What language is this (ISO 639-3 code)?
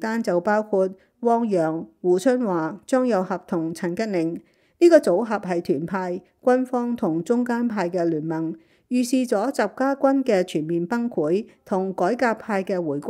yue